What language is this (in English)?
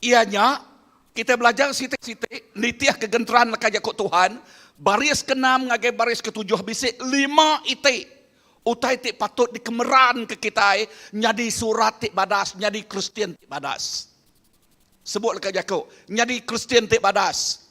Iban